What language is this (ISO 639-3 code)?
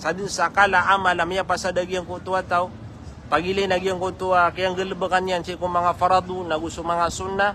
mrw